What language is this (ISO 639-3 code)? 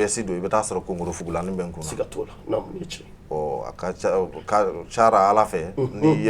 bam